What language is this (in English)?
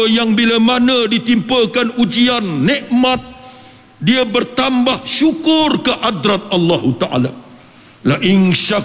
Malay